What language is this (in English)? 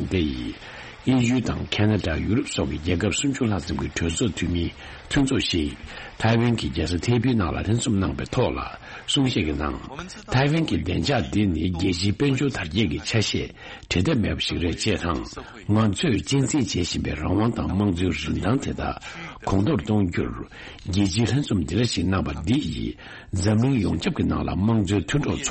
Tibetan